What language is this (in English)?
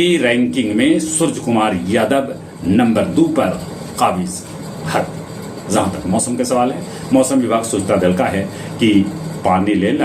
Magahi